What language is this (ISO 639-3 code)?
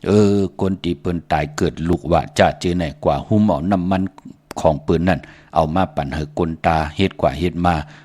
shn